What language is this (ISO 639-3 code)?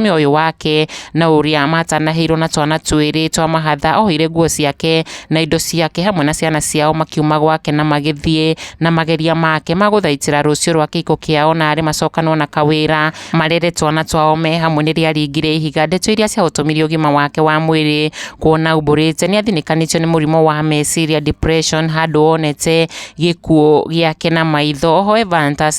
kik